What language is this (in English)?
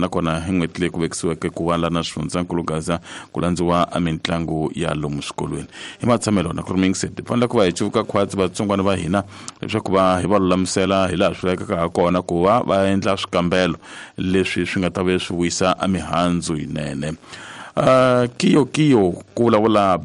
Tsonga